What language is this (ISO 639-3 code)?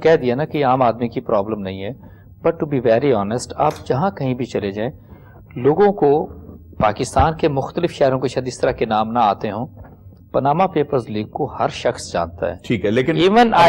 urd